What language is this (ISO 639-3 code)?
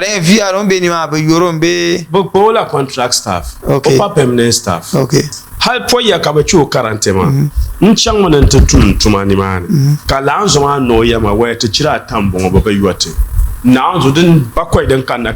dag